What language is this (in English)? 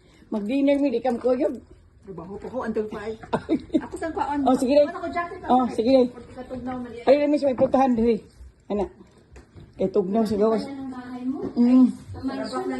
Cebuano